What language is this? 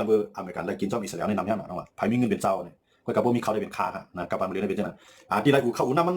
Shan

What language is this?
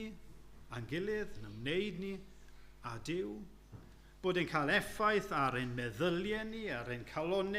Welsh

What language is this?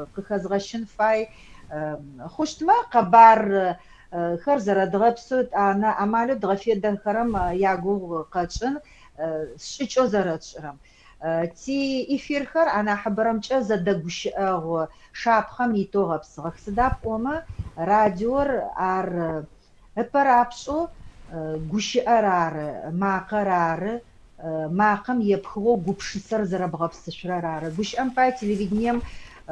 Adyghe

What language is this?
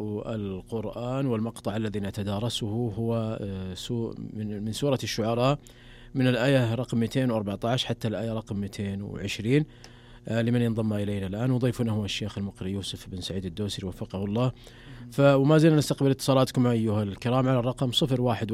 Arabic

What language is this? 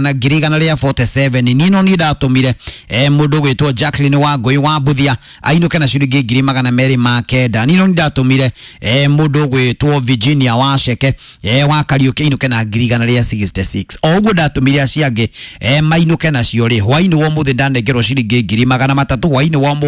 Kikuyu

